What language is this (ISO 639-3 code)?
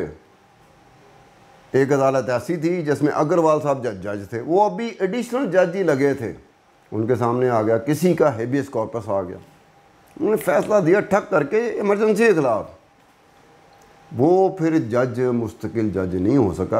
hin